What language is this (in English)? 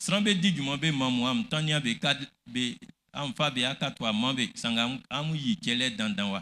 Baoulé